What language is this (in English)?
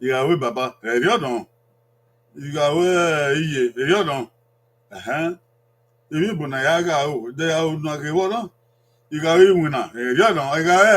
Bini